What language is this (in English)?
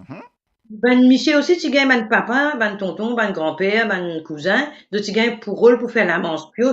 Morisyen